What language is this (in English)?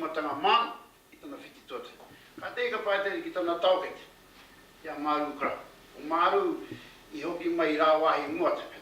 Māori